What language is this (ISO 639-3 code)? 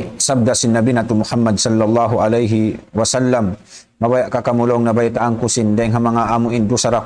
tsg